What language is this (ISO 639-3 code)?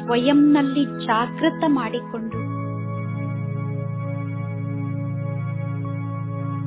kan